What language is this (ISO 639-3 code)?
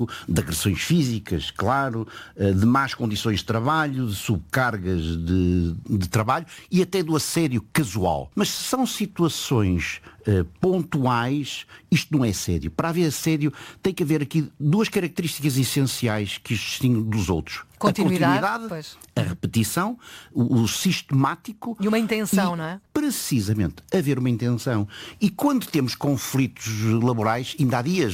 por